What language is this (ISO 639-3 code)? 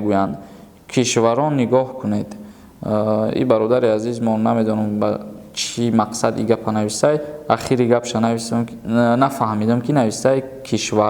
tgk